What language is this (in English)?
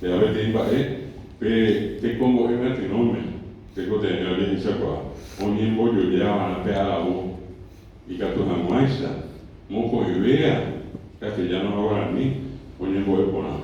Guarani